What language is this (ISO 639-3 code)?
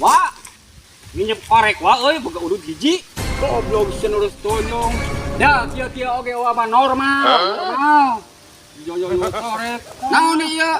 sun